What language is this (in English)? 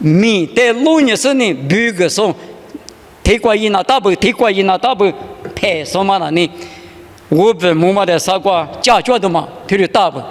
Lisu